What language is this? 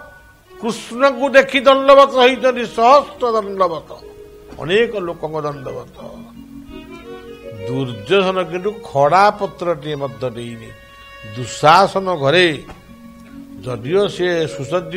Odia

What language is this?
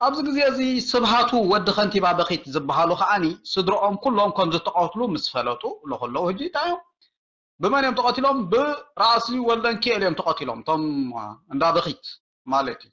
Tigrinya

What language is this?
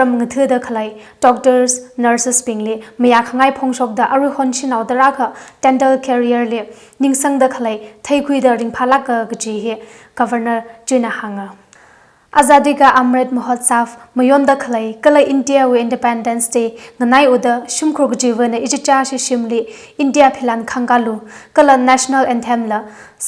Tangkhul Naga (India)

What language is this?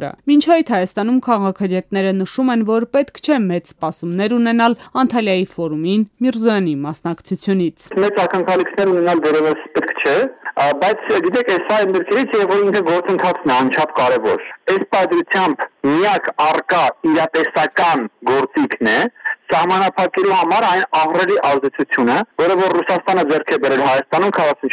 Armenian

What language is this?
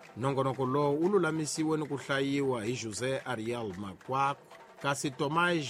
Tsonga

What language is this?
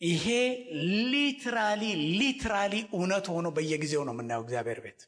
Amharic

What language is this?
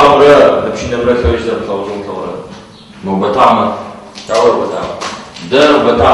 Adyghe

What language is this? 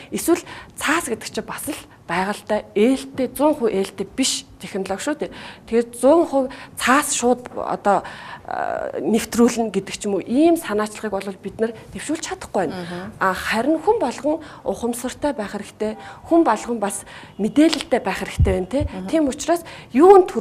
Mongolian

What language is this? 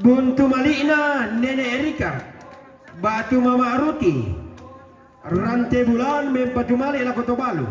Toraja-Sa'dan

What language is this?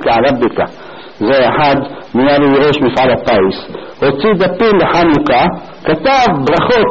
Hebrew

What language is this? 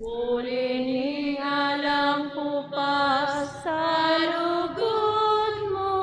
Pampanga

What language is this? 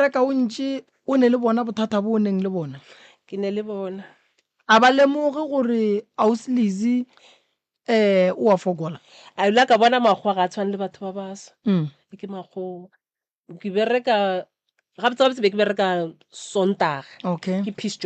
Northern Sotho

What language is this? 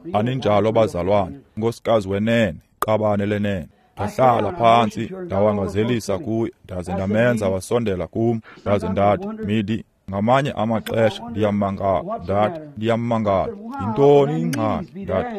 Xhosa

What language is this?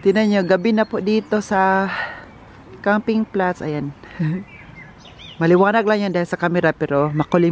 Filipino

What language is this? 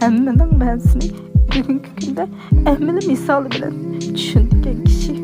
Uyghur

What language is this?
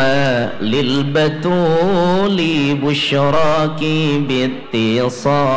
Banjar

